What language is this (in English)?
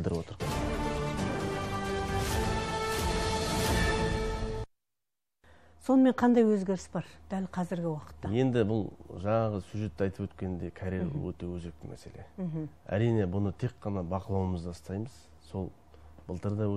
Kazakh